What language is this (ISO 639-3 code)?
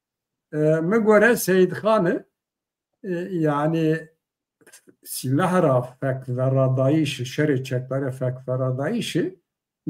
zza